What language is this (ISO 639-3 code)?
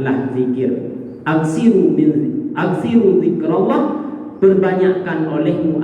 ace